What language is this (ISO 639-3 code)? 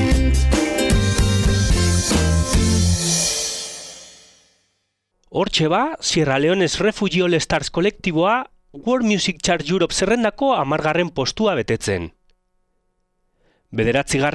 eus